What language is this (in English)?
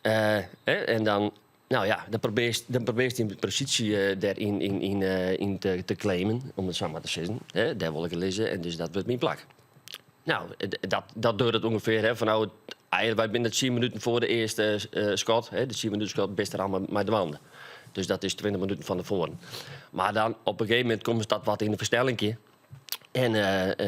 Western Frisian